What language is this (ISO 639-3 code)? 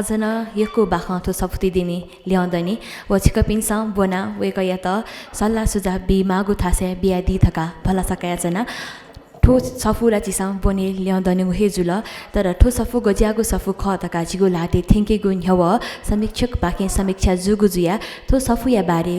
new